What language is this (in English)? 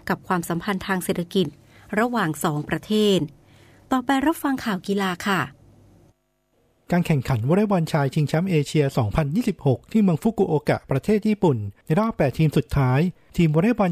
Thai